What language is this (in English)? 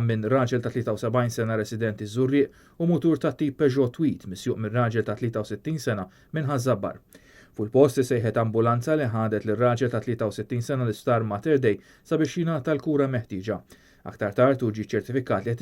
Maltese